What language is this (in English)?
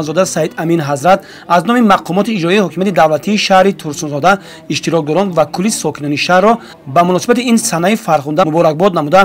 Tajik